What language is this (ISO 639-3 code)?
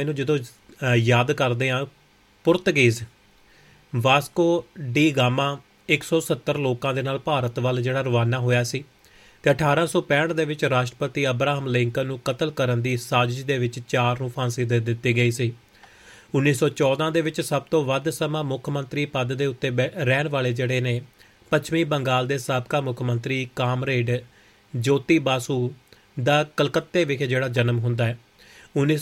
pan